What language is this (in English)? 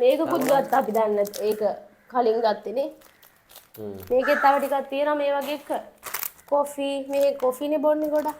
Sinhala